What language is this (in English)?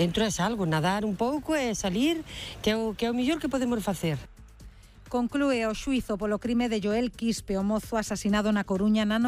Galician